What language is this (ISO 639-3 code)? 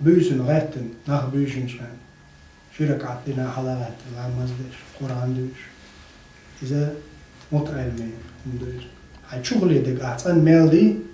che